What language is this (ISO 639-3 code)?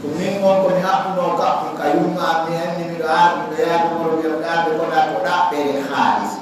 ful